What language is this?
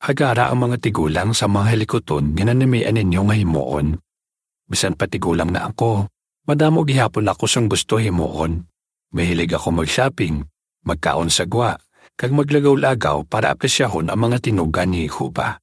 Hiligaynon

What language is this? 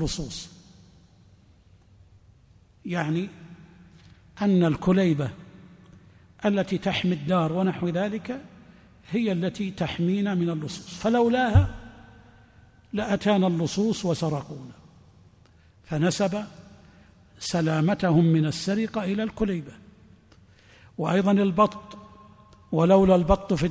Arabic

